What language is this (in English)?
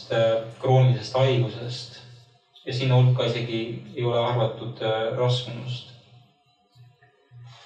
Estonian